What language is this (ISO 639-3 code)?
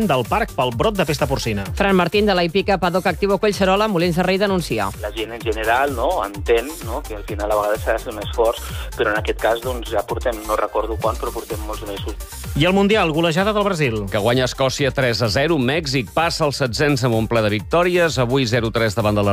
cat